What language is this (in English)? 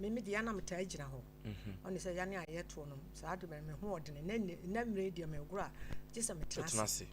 Akan